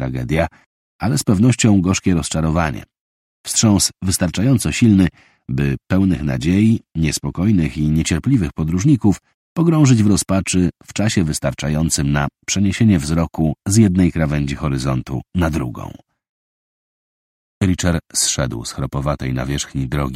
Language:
Polish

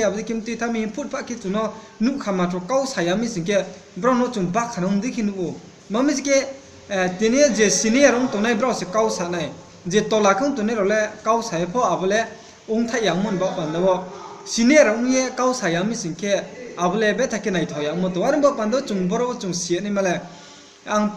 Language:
Riang (India)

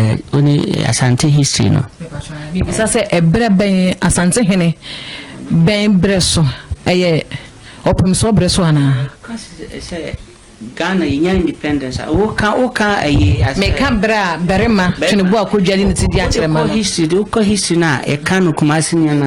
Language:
Akan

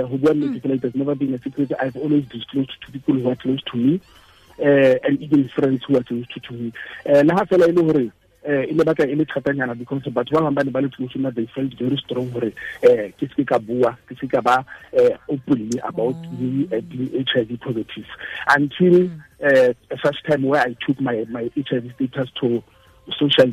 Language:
Tswana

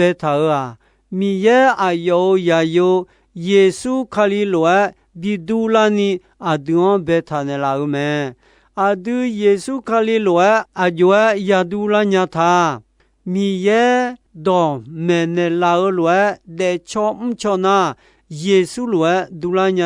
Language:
Akha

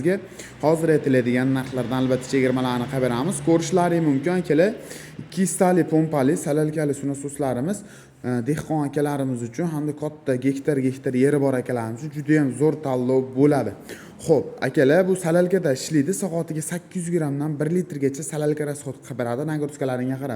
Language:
Uzbek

